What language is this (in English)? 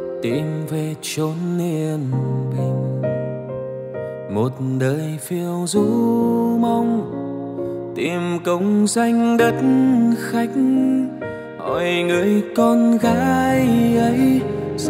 Vietnamese